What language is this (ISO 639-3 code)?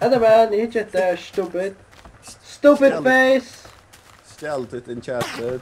fao